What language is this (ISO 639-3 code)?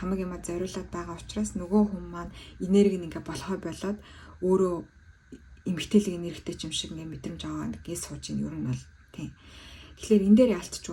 mon